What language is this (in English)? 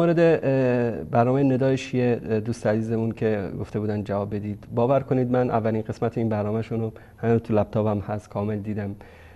Persian